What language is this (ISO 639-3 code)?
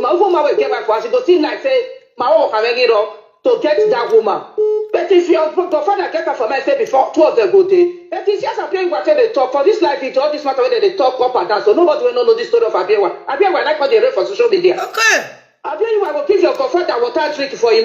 pcm